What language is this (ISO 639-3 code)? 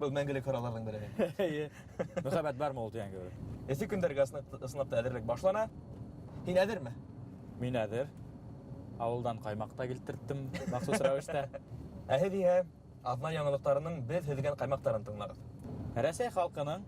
bak